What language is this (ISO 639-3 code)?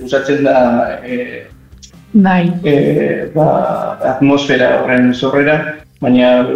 eus